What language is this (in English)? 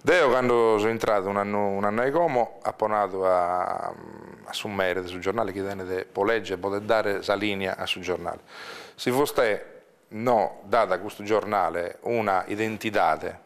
Sardinian